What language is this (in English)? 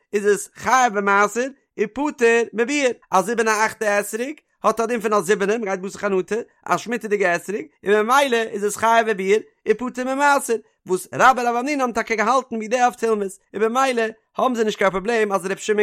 Yiddish